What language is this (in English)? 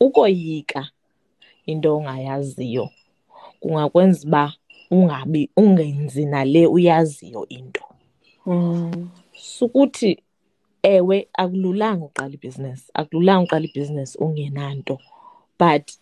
Xhosa